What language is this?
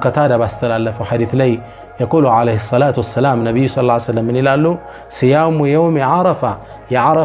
Amharic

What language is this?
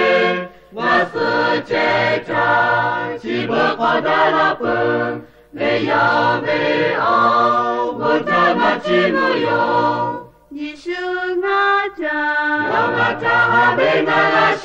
Lahu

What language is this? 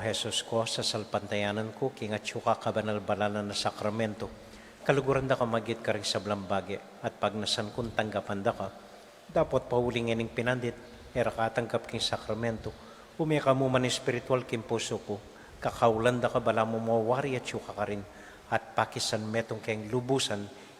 Pampanga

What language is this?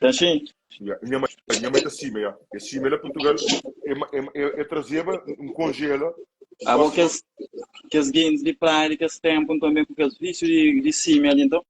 Kabuverdianu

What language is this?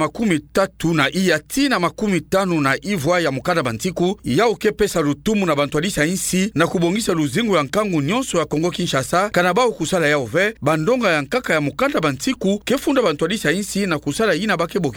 Kituba (Democratic Republic of Congo)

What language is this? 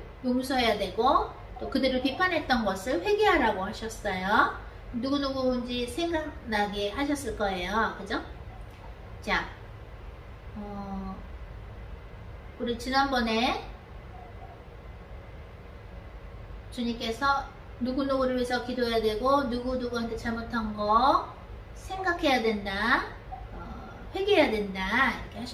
Korean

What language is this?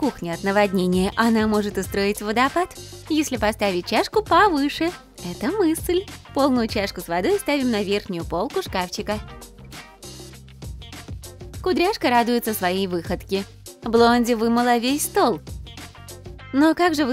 Russian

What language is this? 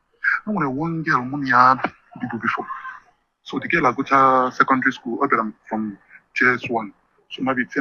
Igbo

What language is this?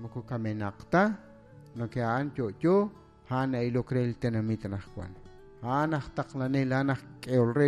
Kekchí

